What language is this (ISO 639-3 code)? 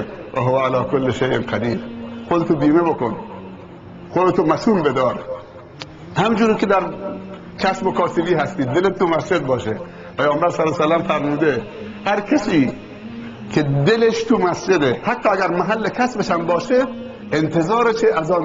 fas